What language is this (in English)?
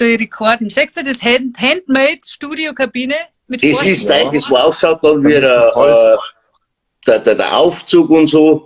Bavarian